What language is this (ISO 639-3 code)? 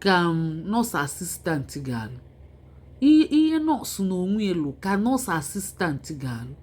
ibo